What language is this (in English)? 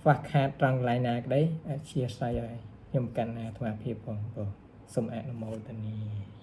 Khmer